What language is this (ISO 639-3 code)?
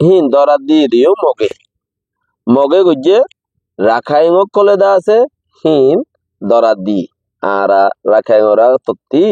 rhg